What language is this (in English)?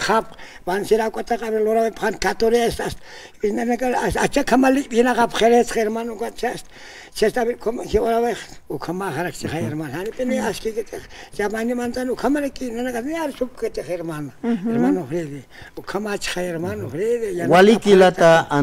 Aymara